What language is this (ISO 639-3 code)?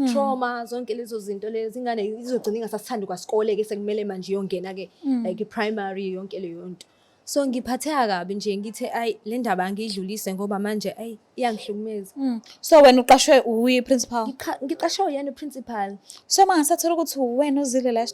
zul